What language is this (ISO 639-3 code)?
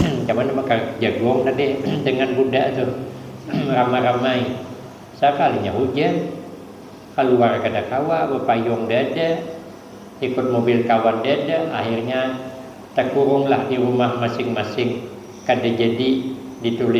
bjn